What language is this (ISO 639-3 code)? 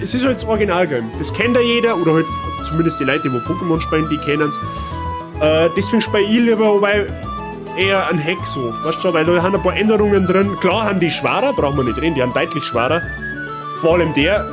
bar